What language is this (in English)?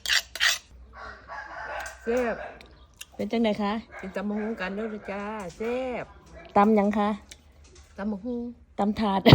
Lao